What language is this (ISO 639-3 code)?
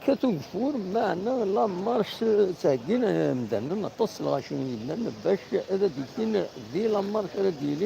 kab